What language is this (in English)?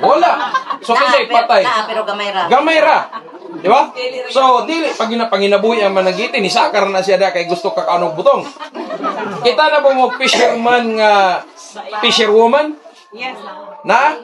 Cebuano